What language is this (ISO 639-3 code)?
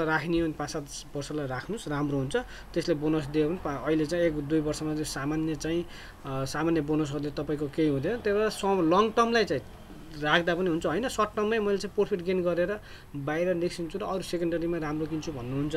nep